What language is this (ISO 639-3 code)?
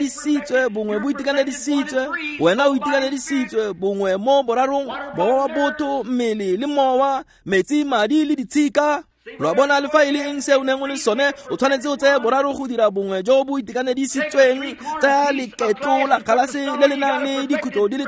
tsn